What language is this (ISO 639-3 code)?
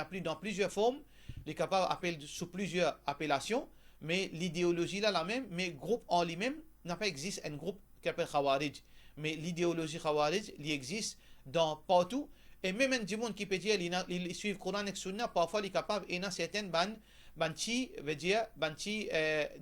mfe